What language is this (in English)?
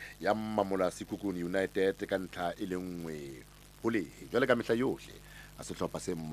Southern Sotho